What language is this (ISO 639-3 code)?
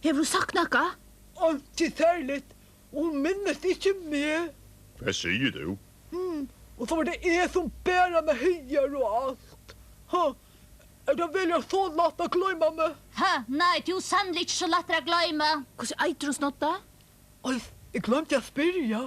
fao